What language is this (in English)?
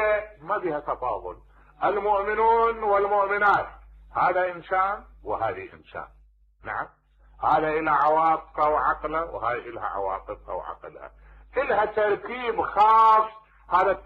Mesopotamian Arabic